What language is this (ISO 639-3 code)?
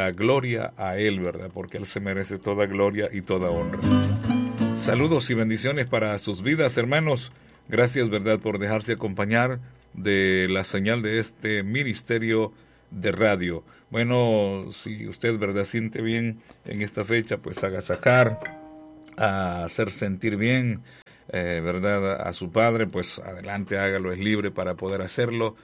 spa